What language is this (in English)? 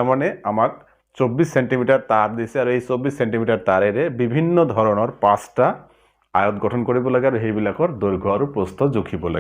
Assamese